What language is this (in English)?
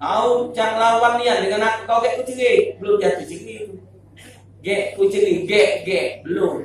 Musi